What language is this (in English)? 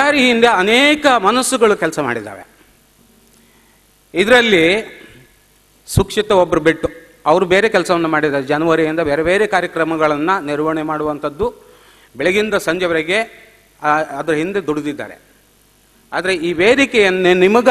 Kannada